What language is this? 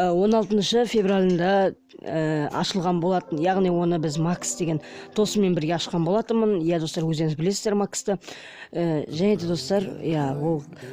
Kazakh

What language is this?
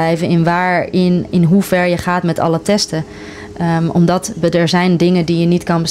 Dutch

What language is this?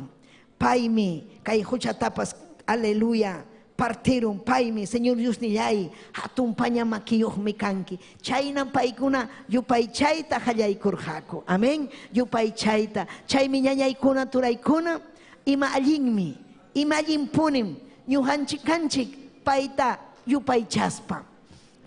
Ayacucho Quechua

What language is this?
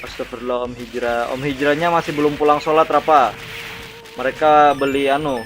Banjar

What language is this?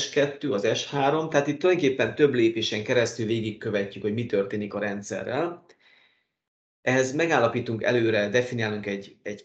Hungarian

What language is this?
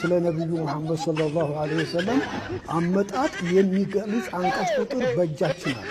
Amharic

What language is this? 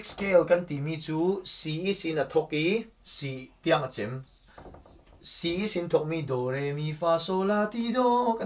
Falam Chin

